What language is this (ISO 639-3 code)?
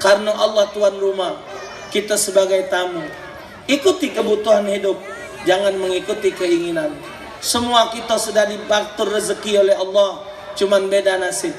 mui